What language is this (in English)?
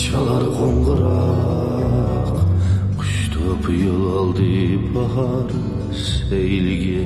Uyghur